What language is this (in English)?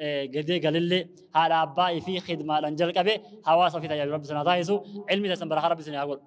Oromo